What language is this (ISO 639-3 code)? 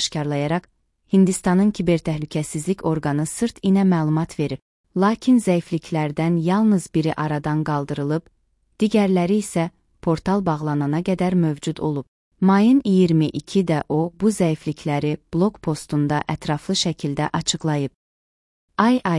aze